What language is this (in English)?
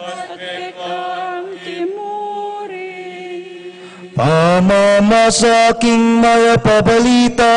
Pampanga